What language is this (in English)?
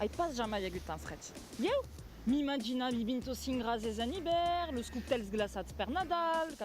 Occitan